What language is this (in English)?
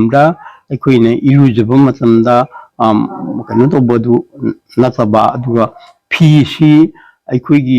Manipuri